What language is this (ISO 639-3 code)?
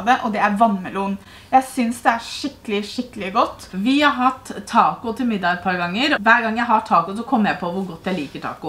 nor